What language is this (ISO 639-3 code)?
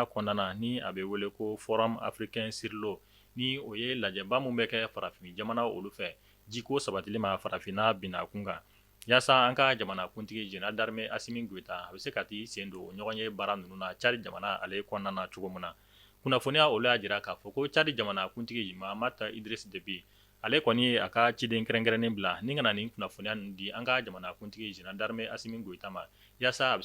bam